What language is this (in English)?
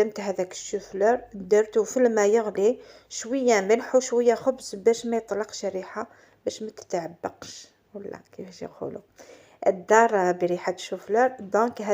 Algerian Arabic